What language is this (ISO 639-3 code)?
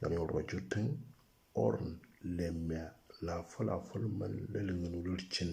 mor